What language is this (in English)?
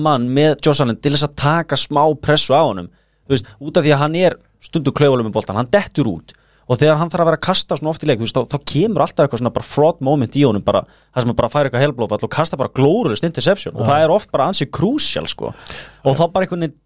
Icelandic